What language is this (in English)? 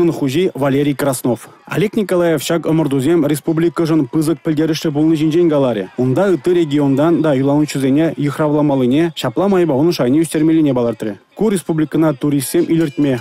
Chuvash